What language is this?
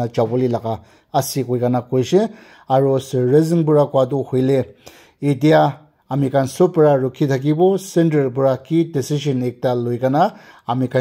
Naga Pidgin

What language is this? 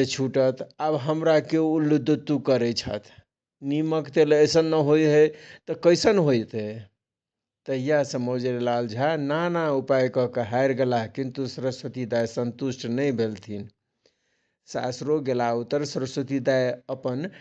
Maithili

